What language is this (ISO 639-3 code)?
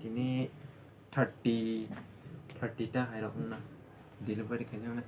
trp